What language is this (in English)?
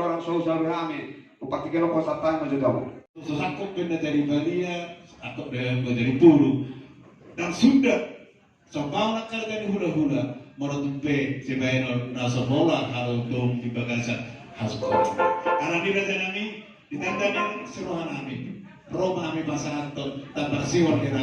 Batak Toba